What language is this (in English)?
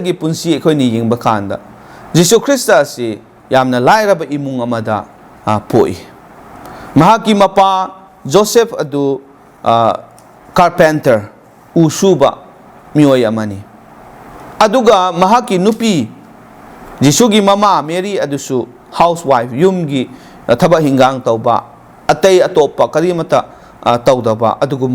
Manipuri